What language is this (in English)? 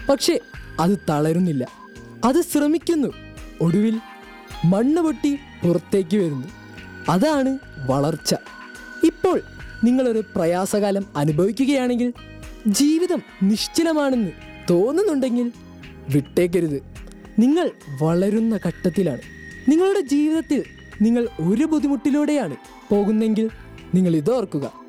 Malayalam